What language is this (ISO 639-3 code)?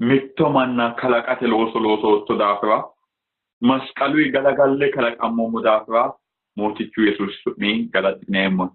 sid